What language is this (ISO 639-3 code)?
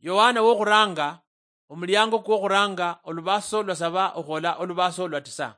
luy